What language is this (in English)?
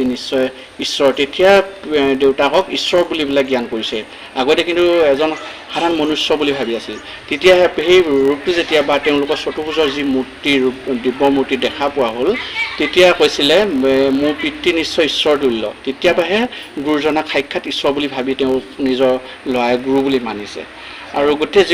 Assamese